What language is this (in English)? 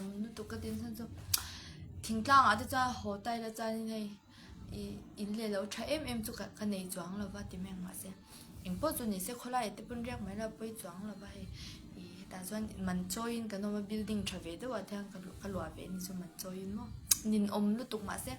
Mizo